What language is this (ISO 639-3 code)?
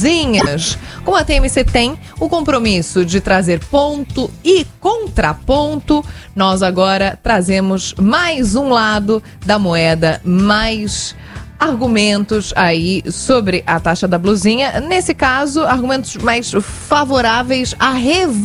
por